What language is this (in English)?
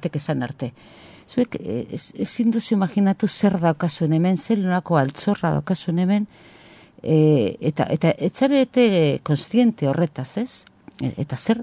Basque